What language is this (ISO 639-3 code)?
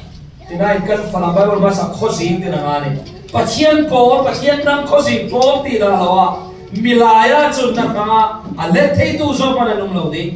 cfm